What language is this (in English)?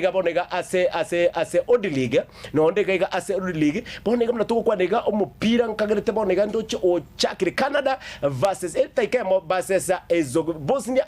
Gusii